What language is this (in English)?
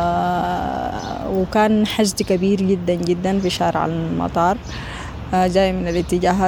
Sudanese Arabic